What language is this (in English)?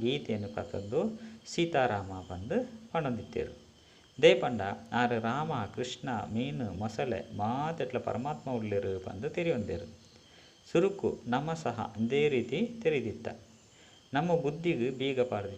Tulu